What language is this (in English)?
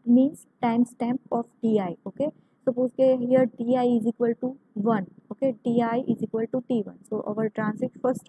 Gujarati